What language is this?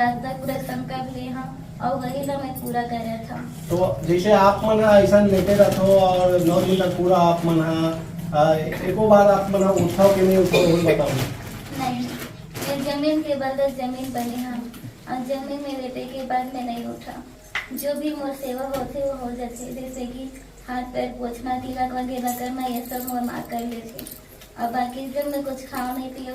Chhattisgarhi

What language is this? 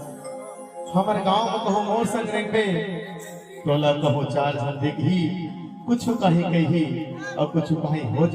Chhattisgarhi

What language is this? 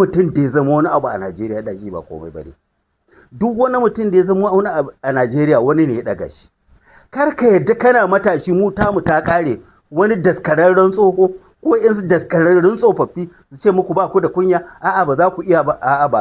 Hausa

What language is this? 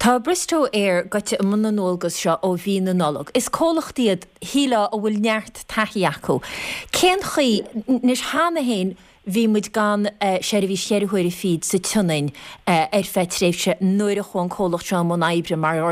Irish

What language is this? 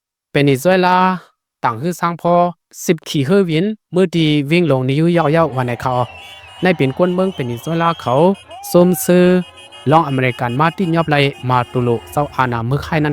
Shan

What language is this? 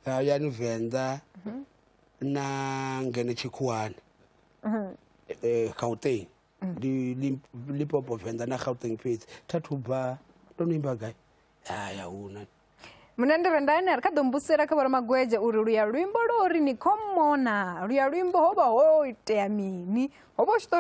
Venda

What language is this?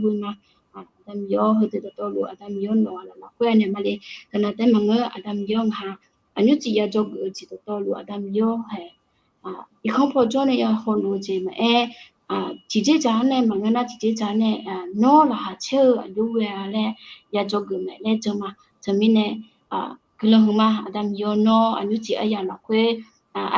Akha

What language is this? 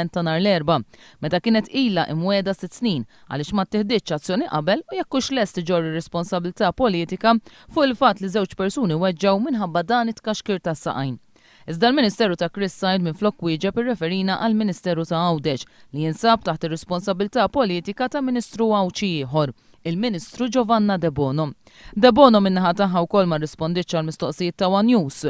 Maltese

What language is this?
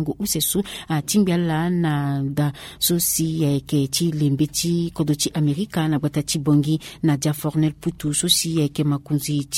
Sango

